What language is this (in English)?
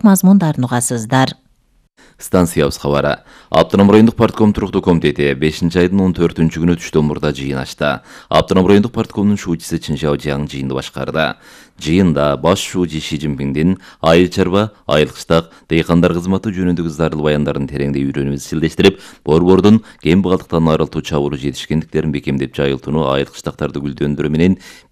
Kyrgyz